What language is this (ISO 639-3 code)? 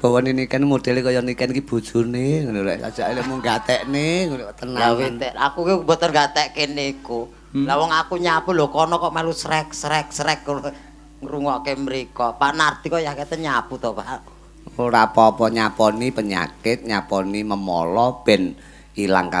jav